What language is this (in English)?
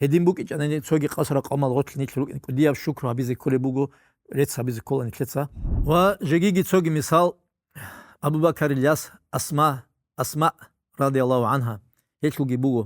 Avaric